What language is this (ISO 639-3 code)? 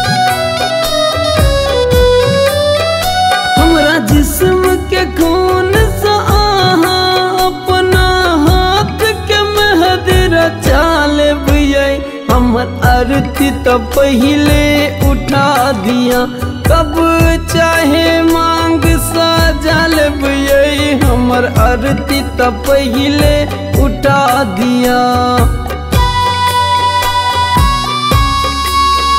mai